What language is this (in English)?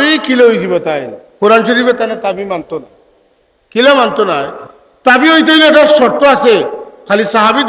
Sylheti